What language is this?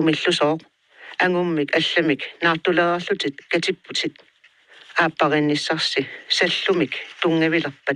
Kalaallisut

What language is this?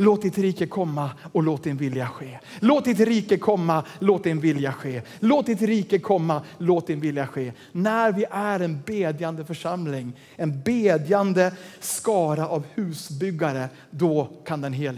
Swedish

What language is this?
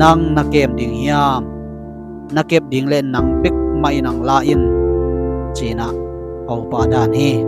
Tedim Chin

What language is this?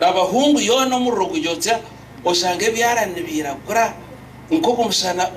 Nyankole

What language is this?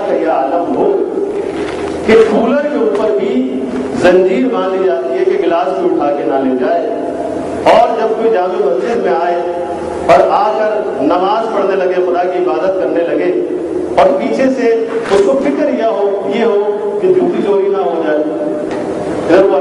Urdu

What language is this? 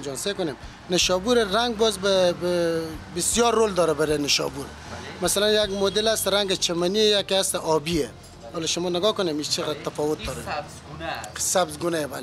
Persian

